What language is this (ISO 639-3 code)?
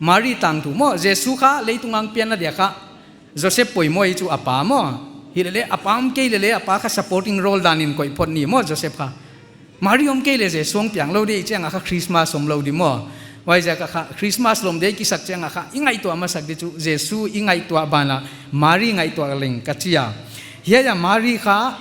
pck